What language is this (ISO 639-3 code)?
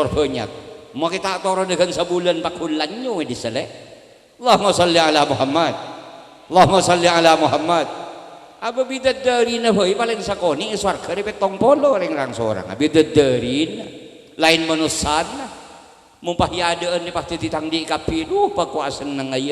mad